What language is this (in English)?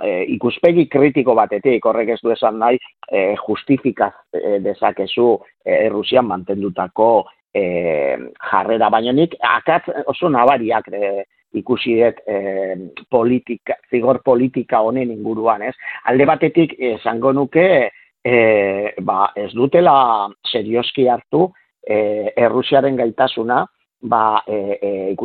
Basque